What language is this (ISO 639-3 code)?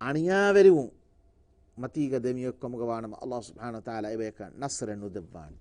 div